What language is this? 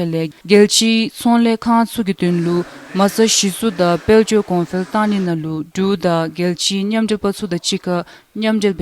Dzongkha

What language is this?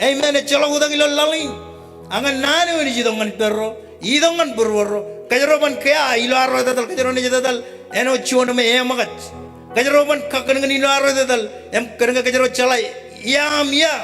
Marshallese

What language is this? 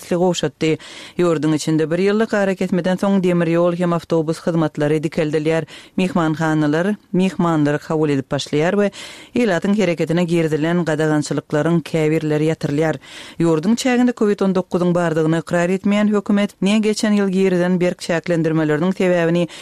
Turkmen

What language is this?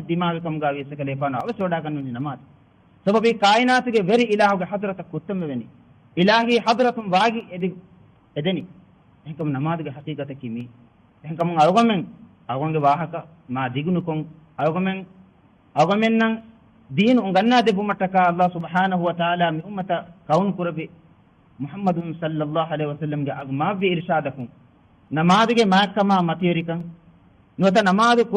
Divehi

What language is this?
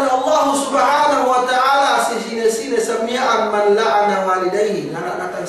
Yakan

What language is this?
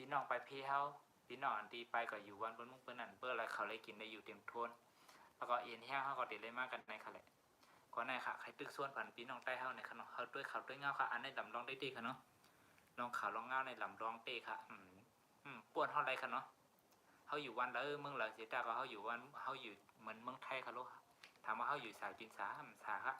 Shan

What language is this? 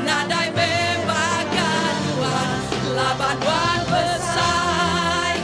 Iban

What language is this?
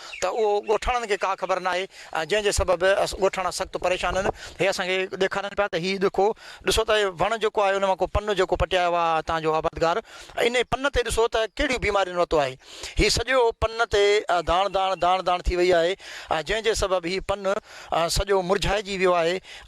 Sindhi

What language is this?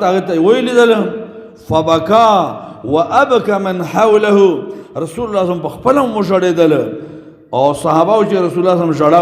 Pashto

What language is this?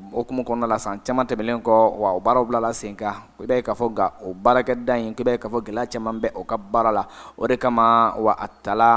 Bambara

